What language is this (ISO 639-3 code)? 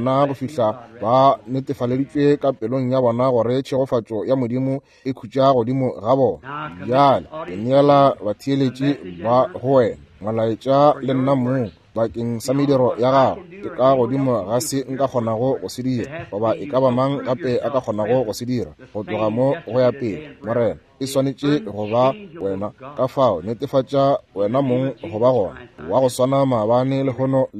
nso